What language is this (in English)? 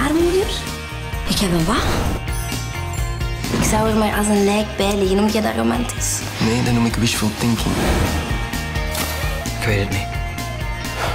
Dutch